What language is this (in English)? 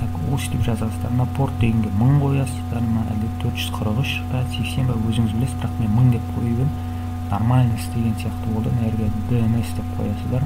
Kazakh